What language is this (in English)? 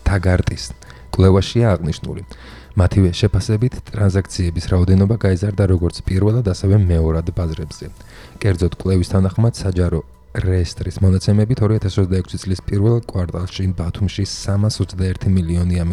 Georgian